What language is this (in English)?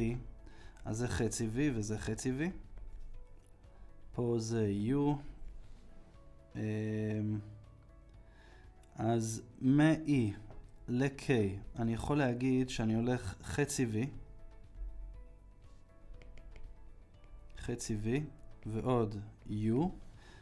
Hebrew